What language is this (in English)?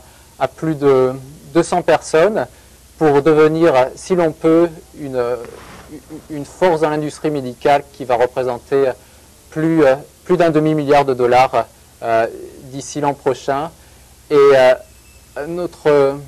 French